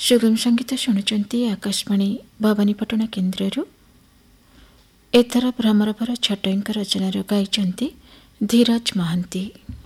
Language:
Odia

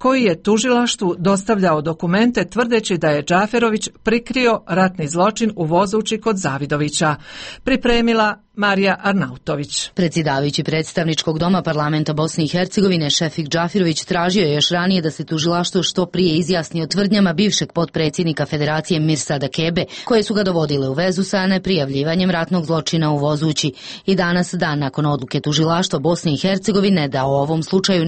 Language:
Croatian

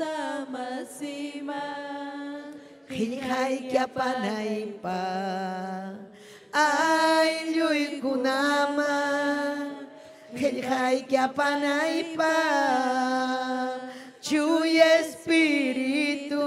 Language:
Ayacucho Quechua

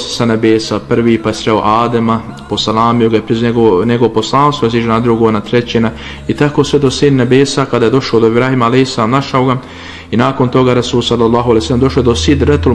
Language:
Bosnian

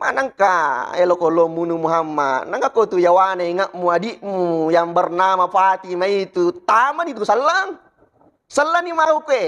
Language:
Buginese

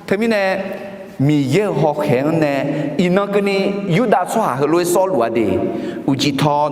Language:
Akha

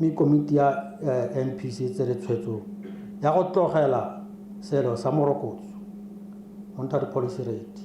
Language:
Tswana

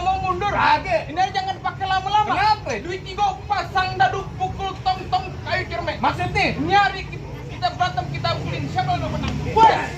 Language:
Betawi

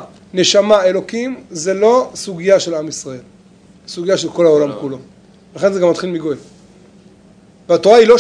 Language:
Hebrew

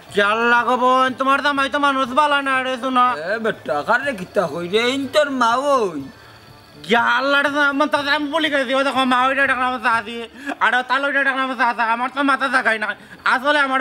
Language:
Sylheti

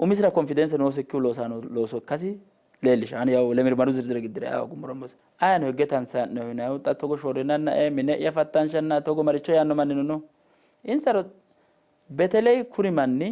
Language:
Sidamo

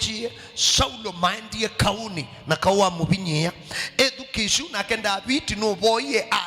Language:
Kamba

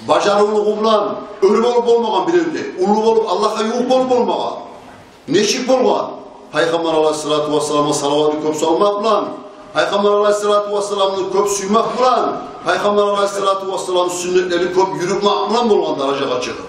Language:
Kumyk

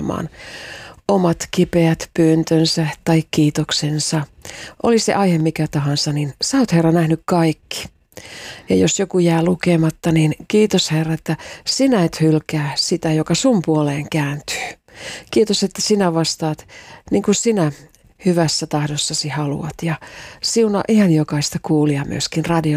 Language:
Finnish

